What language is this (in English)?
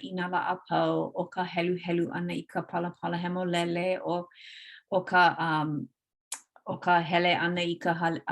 Hawaiian